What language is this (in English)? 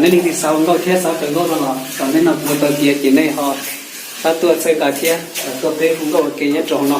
Hmong